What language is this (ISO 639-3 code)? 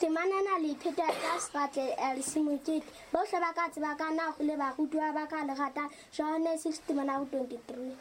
sot